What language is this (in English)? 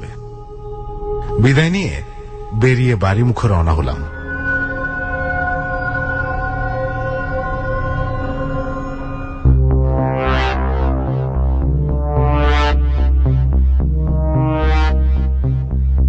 Bangla